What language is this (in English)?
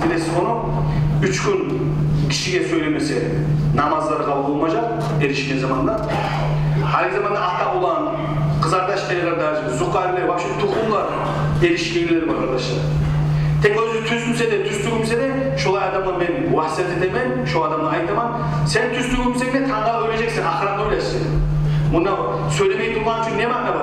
Kumyk